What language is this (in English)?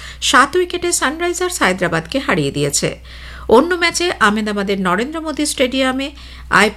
Bangla